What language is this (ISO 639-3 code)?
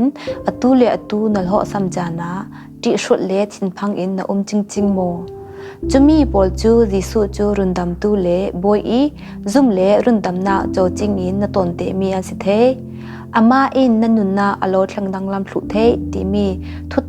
cfm